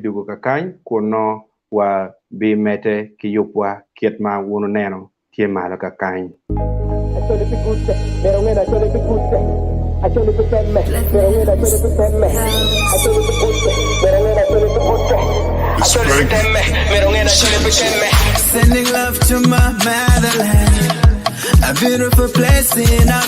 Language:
Acoli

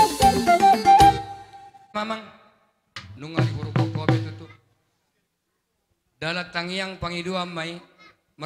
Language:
Batak Toba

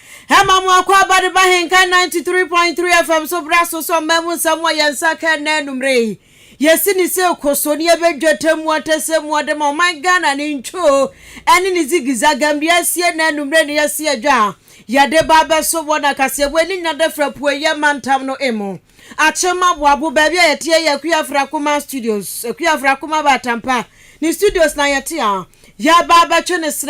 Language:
Akan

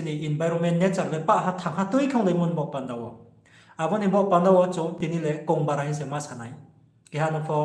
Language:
Riang (India)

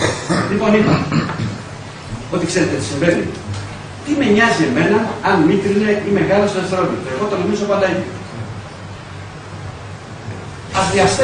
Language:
Greek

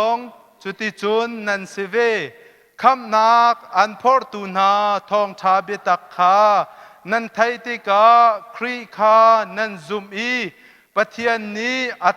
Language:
Hakha Chin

